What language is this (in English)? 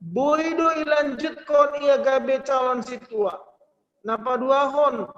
Batak Simalungun